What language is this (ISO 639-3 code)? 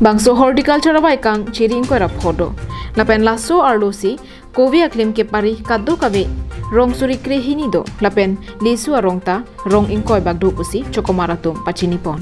mjw